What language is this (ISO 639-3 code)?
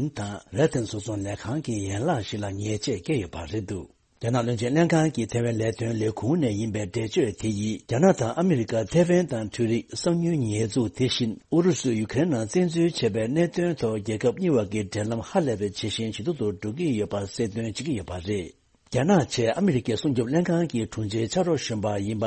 bod